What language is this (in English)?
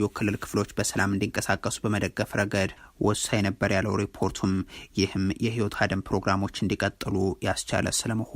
Amharic